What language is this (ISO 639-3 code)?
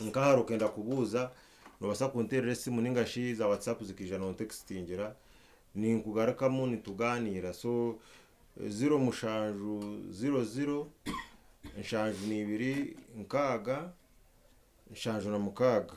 nyn